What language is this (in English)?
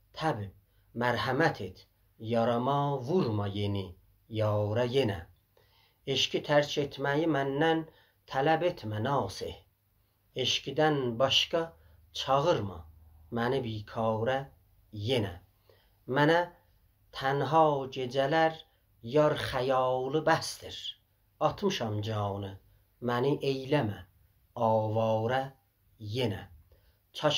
South Azerbaijani